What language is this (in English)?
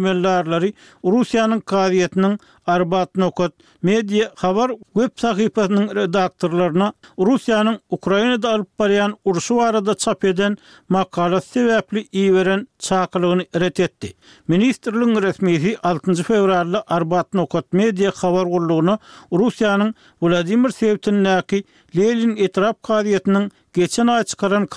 Turkmen